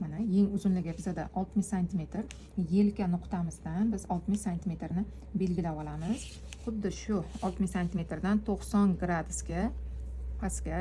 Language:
Uzbek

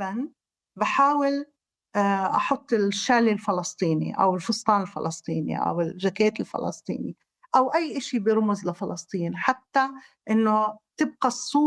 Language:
North Levantine Arabic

